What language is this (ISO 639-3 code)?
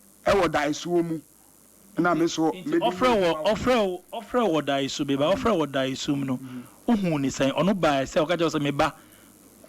aka